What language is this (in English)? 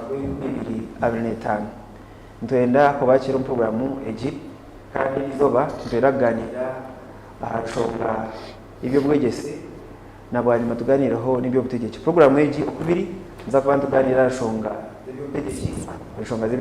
Nyankole